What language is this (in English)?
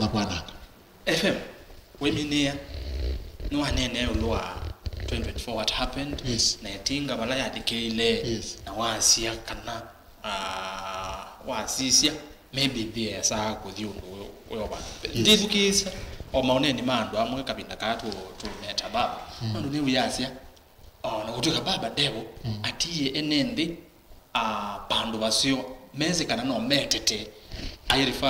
Kamba